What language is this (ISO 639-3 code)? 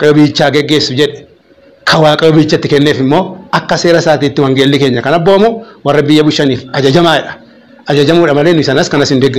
orm